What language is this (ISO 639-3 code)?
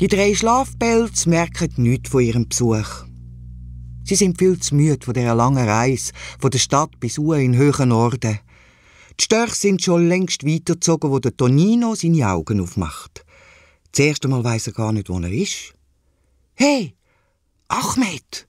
gsw